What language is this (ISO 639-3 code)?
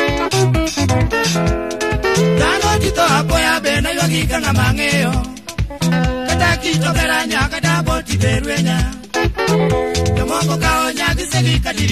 luo